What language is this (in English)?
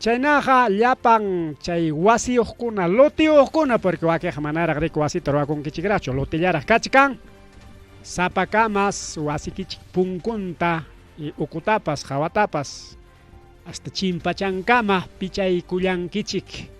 Ayacucho Quechua